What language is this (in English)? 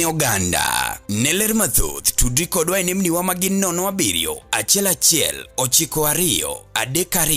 Luo (Kenya and Tanzania)